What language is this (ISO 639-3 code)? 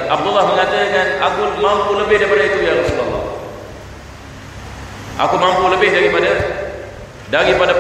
msa